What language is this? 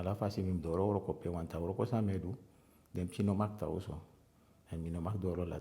Eastern Maroon Creole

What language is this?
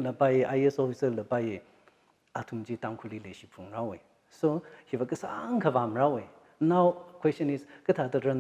Tangkhul Naga (India)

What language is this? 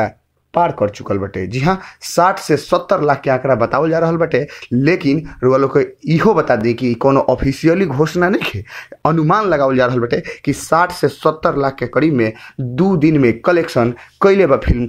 Bhojpuri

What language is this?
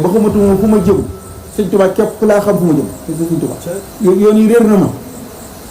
Wolof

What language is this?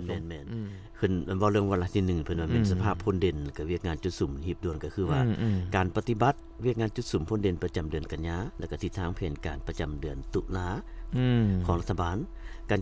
Lao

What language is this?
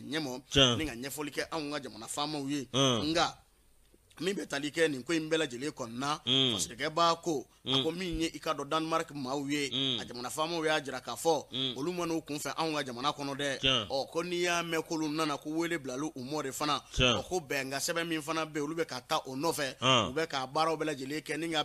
Bambara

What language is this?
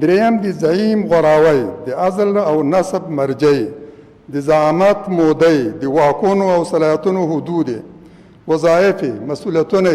Pashto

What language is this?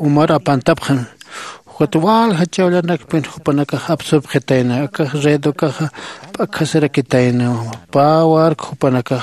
Aymara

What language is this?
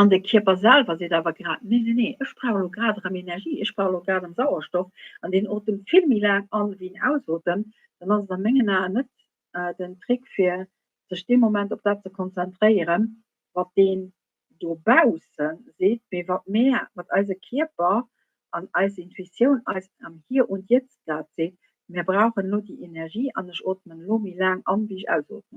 Luxembourgish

